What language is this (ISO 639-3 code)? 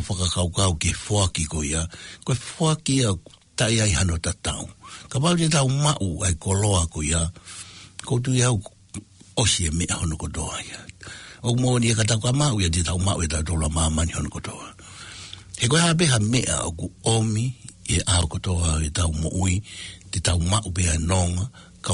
ton